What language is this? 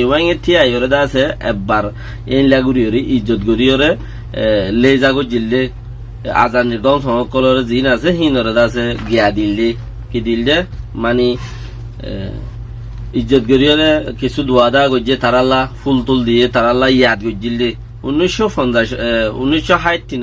Rohingya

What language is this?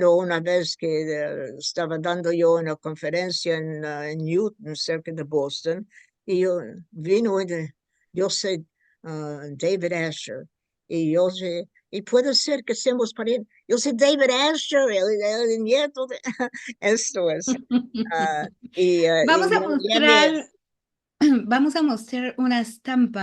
Ladino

